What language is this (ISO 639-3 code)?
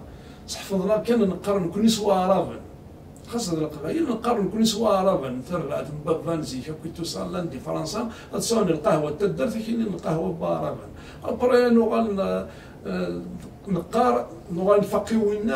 kab